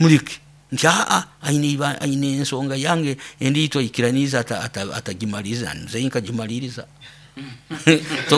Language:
Nyoro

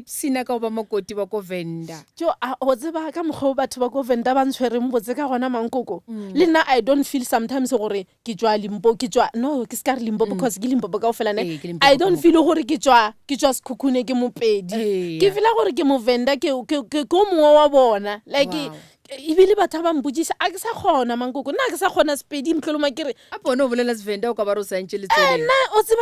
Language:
Northern Sotho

